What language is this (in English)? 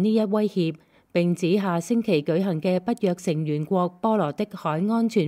Cantonese